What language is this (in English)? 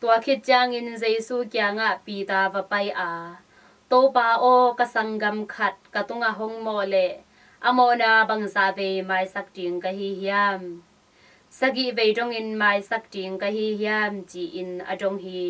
Tedim Chin